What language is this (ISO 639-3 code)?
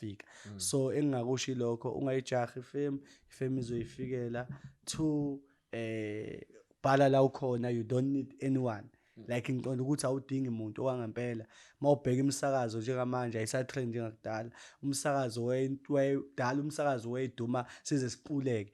zul